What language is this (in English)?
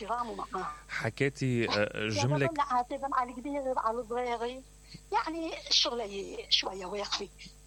Mesopotamian Arabic